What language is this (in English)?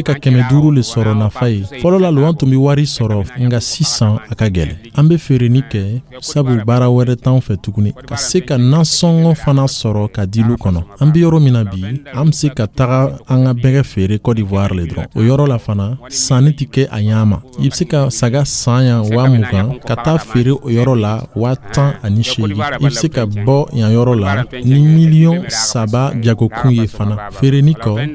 Dyula